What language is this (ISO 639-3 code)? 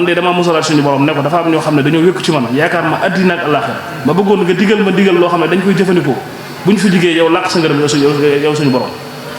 wol